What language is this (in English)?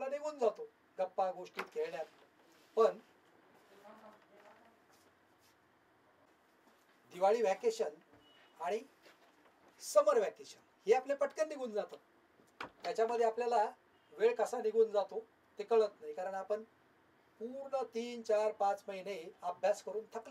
Marathi